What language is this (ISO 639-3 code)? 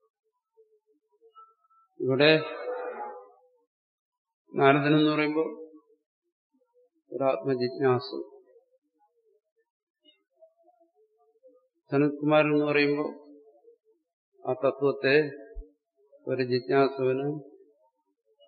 mal